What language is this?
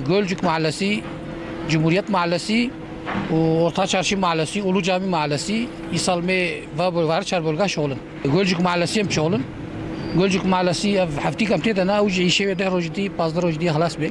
Kurdish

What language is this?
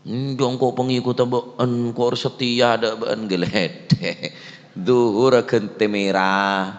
Madurese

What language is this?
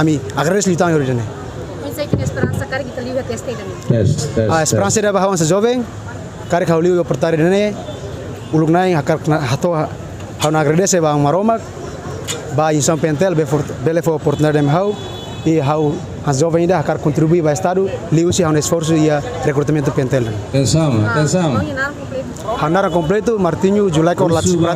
Tetum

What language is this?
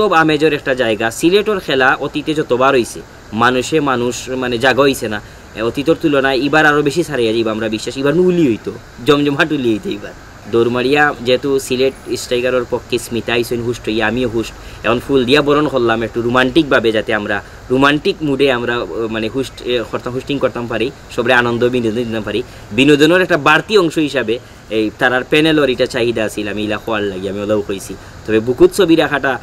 Sylheti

